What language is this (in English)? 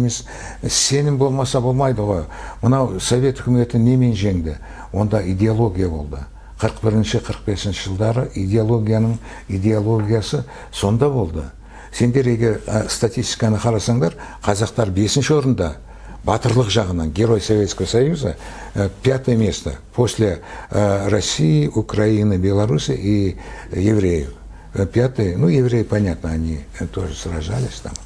Kazakh